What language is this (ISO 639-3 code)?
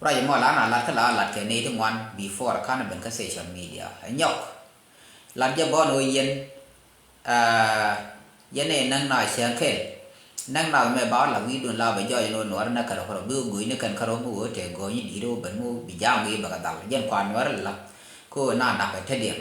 nus